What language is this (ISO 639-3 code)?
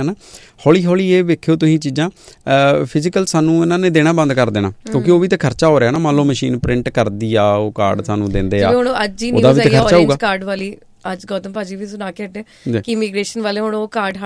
pan